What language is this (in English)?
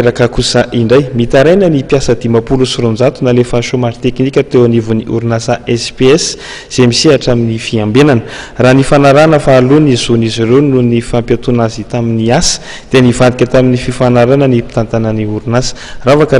Malagasy